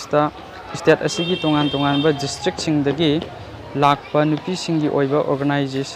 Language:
Manipuri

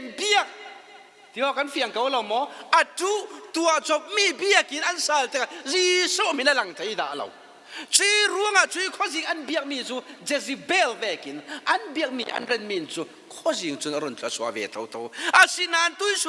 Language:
Falam Chin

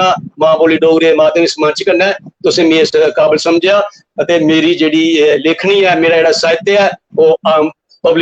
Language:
Dogri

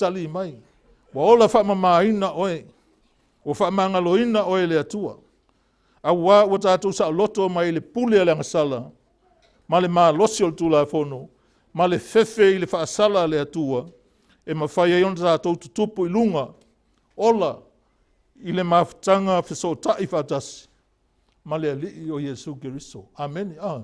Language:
Samoan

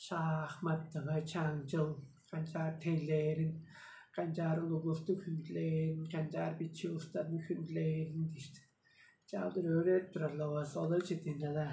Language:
Tuvinian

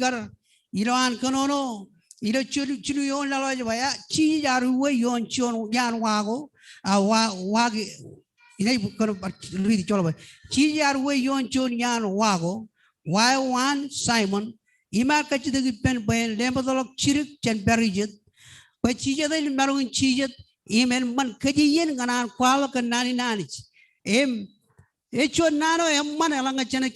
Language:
Marshallese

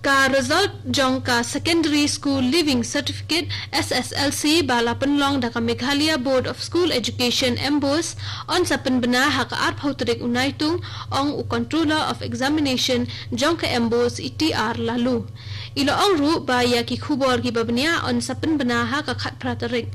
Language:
Khasi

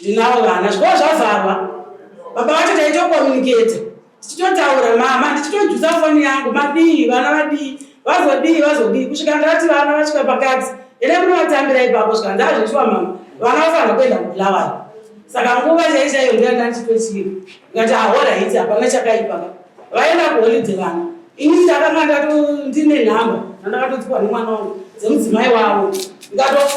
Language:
Shona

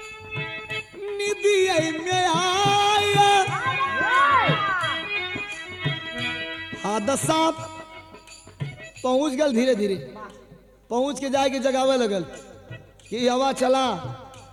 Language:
Bhojpuri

